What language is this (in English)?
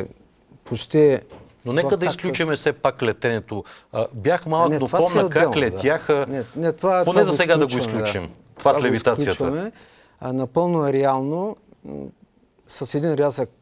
Bulgarian